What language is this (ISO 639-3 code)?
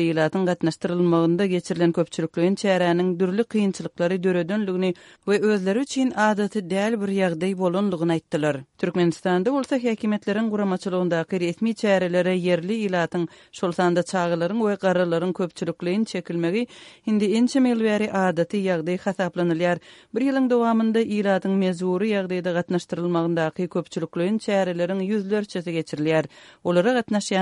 tuk